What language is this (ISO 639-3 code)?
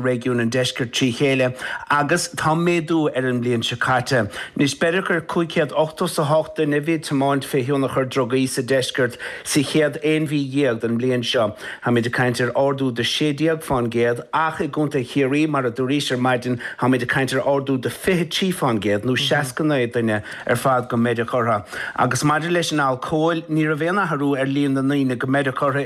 gle